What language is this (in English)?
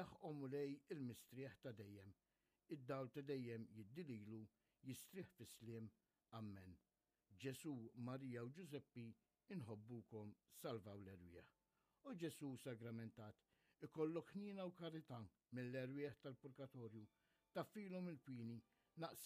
Maltese